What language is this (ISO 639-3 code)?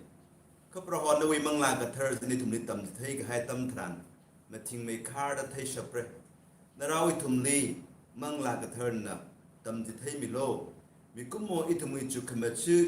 nmf